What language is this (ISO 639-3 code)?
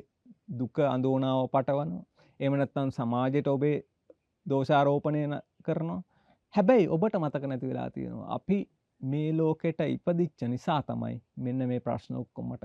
sin